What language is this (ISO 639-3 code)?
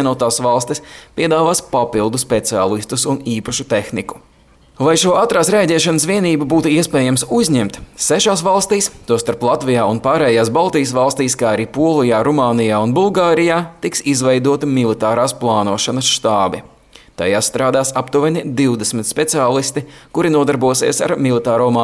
lav